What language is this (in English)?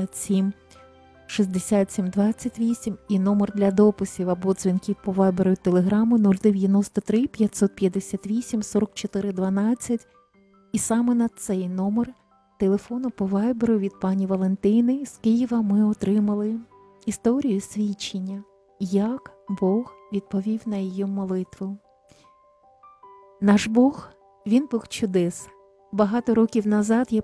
Ukrainian